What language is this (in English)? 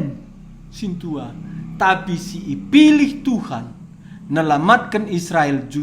Batak Karo